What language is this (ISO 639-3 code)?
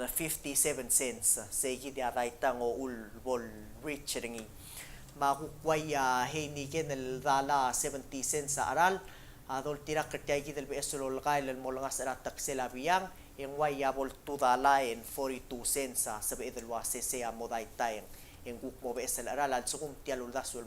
pau